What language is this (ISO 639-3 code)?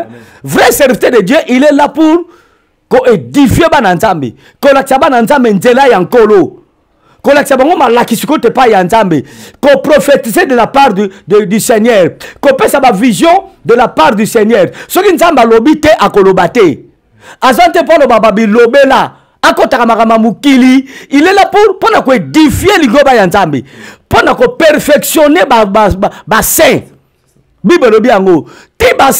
lin